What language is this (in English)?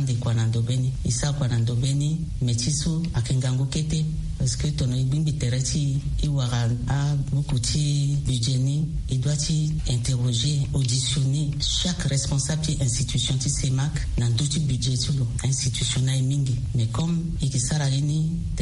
Sango